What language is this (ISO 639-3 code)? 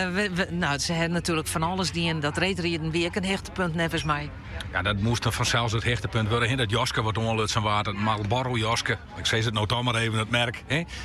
fry